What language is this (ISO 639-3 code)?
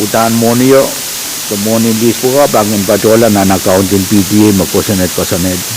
pon